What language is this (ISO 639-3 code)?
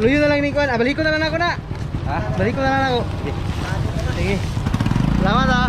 ceb